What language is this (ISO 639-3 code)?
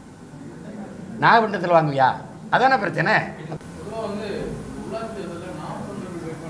tam